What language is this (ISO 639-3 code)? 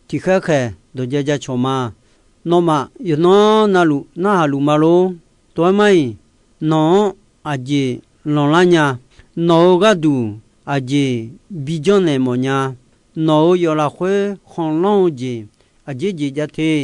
ahk